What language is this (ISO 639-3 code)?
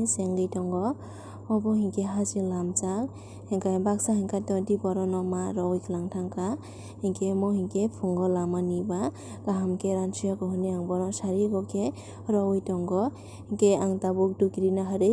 trp